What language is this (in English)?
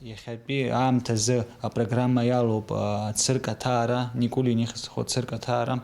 Abkhazian